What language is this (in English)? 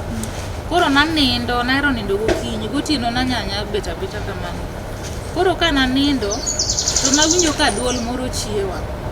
Luo (Kenya and Tanzania)